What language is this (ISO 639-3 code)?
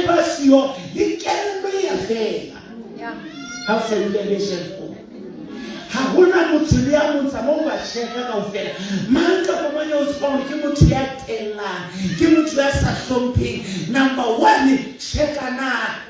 sot